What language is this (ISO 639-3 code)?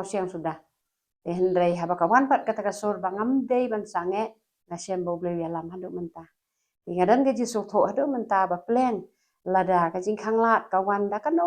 kha